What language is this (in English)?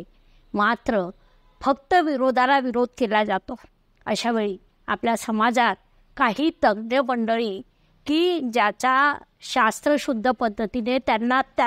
Marathi